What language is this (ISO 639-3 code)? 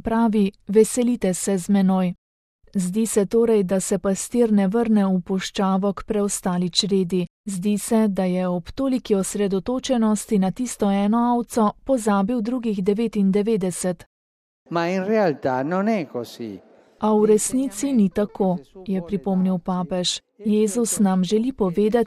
slv